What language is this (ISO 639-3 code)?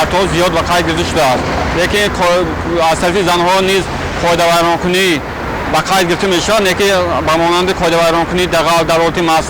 tgk